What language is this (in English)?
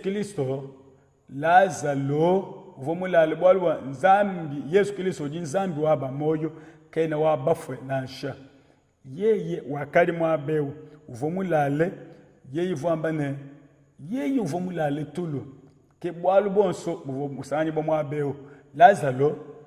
Luba-Lulua